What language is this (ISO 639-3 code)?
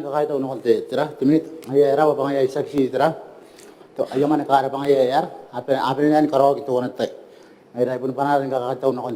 gil